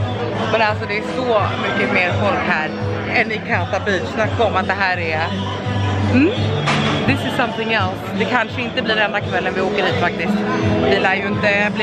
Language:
Swedish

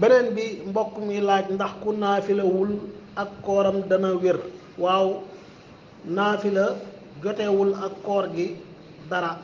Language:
Wolof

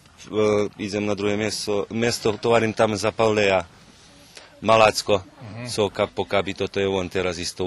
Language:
Rusyn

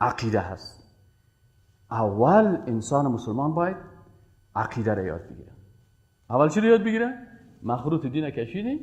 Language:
Persian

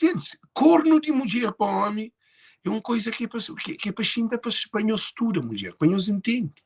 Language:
Kabuverdianu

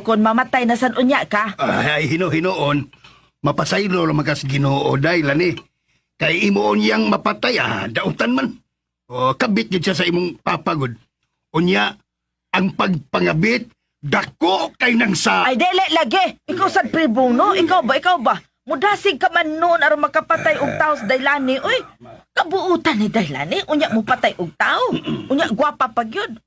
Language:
Cebuano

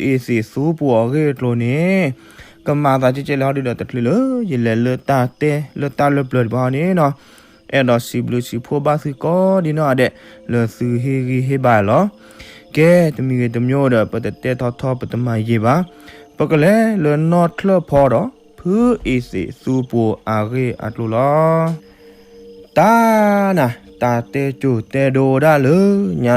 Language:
S'gaw Karen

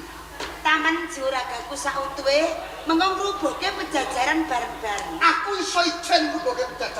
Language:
Javanese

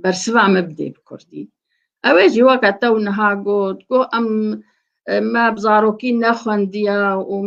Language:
Kurdish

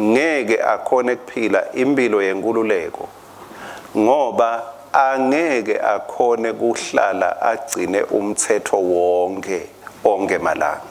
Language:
Swati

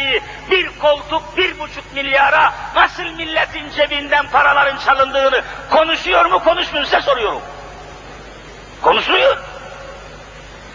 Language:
Turkish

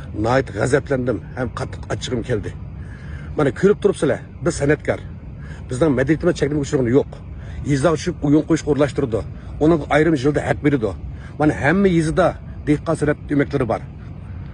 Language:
Uyghur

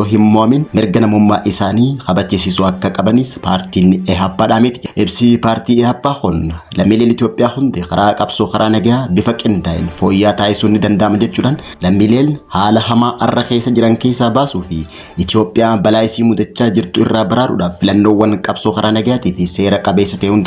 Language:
Oromo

